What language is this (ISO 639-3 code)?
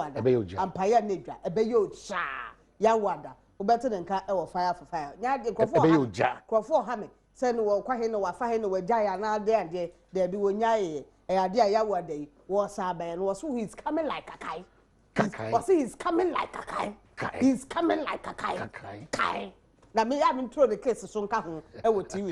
aka